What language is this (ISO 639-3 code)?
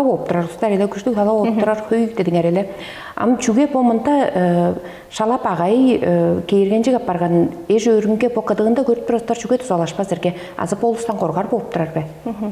tyv